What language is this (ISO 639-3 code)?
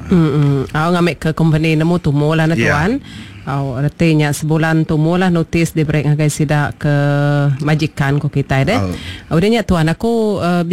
iba